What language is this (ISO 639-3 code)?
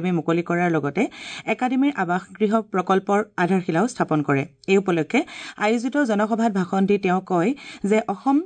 asm